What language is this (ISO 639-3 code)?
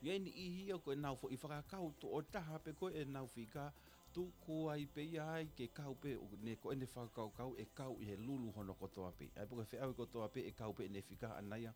ton